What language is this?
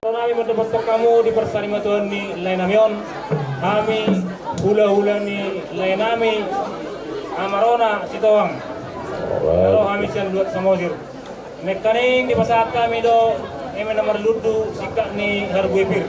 Batak Toba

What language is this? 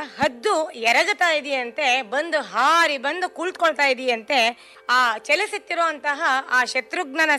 Kannada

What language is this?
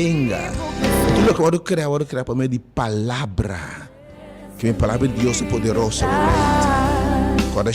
Papiamento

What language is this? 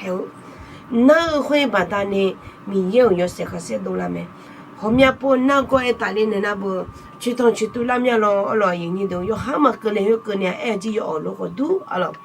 Akha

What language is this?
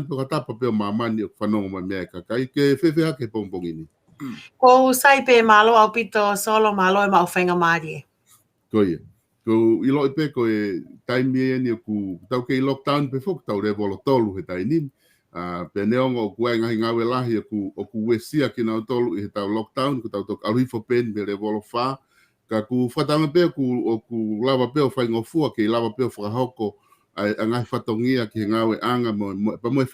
Tongan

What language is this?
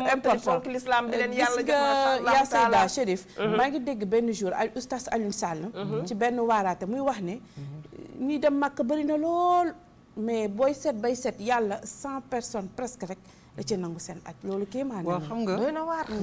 Wolof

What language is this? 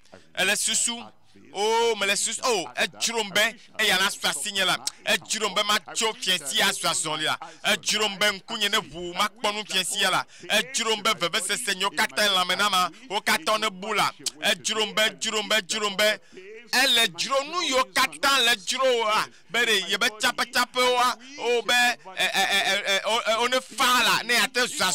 Ewe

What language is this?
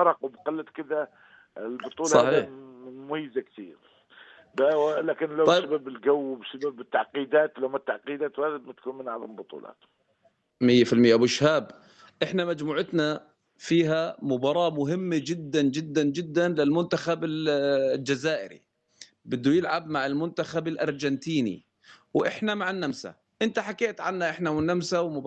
North Levantine Arabic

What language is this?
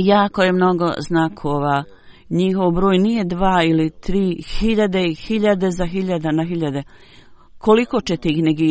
Bosnian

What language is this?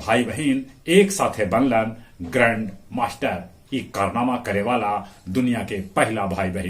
Magahi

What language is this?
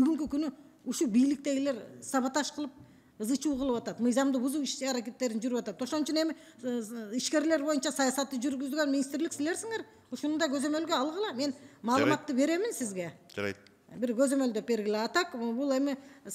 Kyrgyz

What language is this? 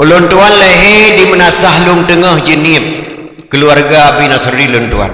Achinese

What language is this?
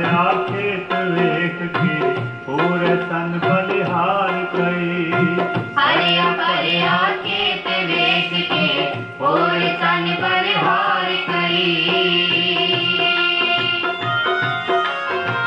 Punjabi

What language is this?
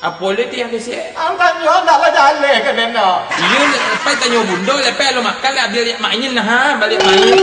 Minangkabau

